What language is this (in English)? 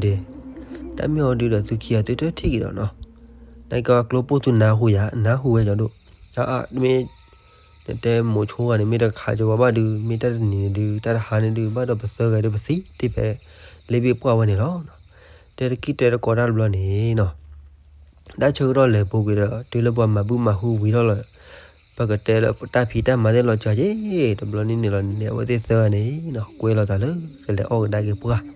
S'gaw Karen